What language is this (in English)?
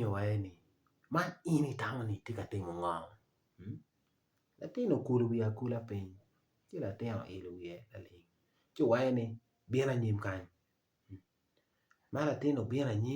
Acoli